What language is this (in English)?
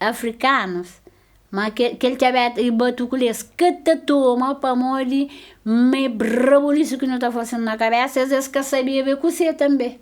Kabuverdianu